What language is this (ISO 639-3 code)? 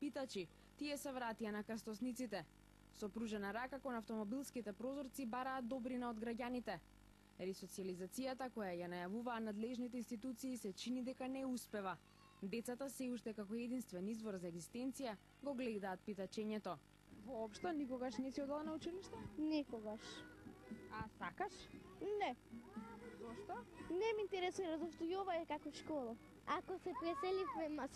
mkd